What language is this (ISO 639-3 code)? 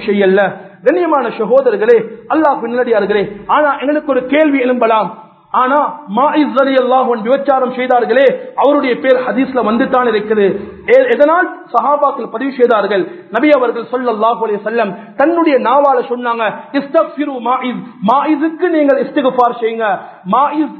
tam